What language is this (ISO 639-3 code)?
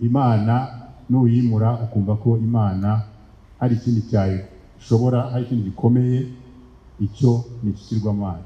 kin